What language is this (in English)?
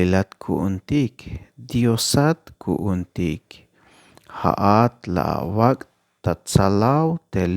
Tzeltal